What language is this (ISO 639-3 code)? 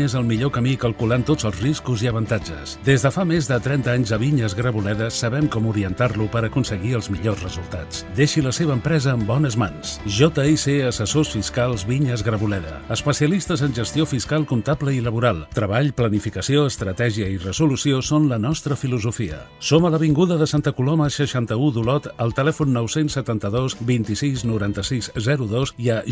cat